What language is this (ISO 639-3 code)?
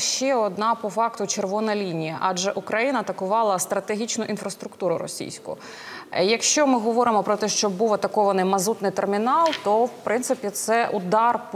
ukr